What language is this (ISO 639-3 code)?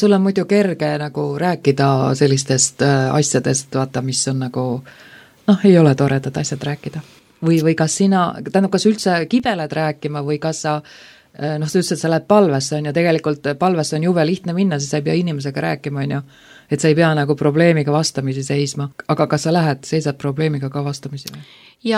est